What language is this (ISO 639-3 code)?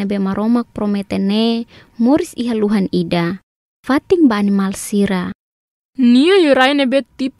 tet